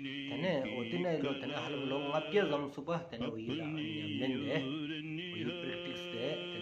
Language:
Stod Bhoti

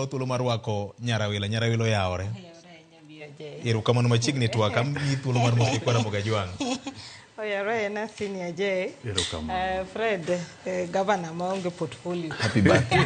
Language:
Luo (Kenya and Tanzania)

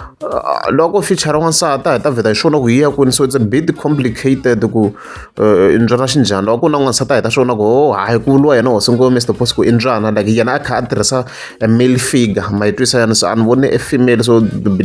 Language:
Tsonga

